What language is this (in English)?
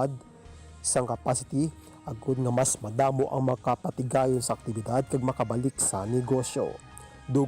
Hiligaynon